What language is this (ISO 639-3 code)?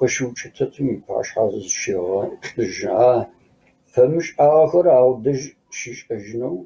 kbd